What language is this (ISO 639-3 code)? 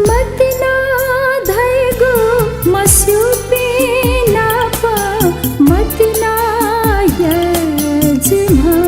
new